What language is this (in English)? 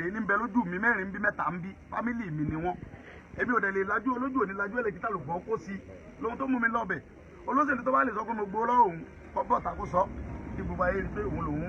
Yoruba